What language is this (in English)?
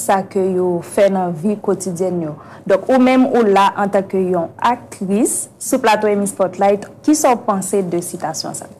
Haitian Creole